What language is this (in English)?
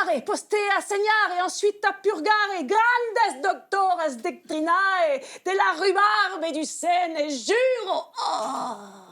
Breton